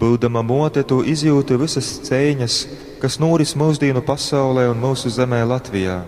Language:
Latgalian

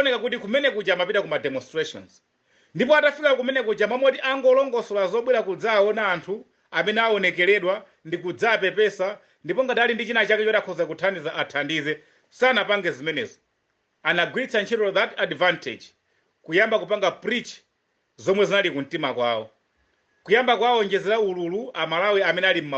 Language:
Nyanja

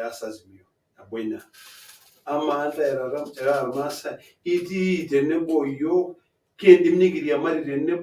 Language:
Masai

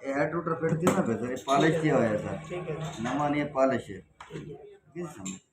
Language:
Saraiki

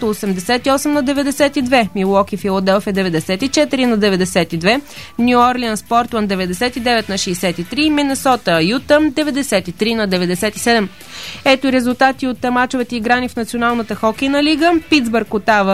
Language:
Bulgarian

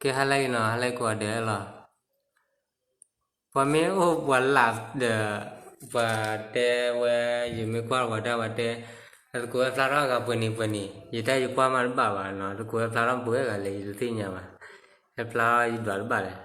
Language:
S'gaw Karen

